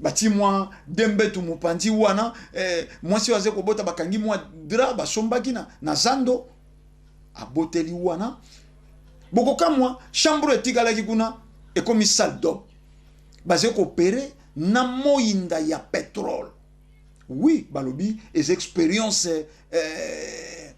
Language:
Lingala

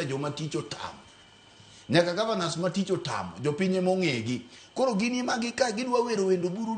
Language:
Luo (Kenya and Tanzania)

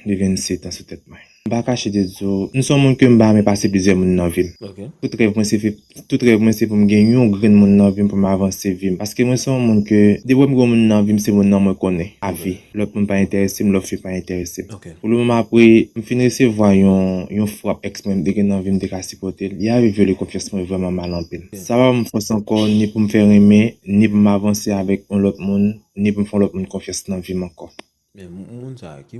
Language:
Haitian Creole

